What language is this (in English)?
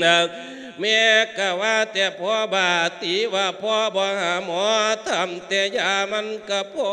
Lao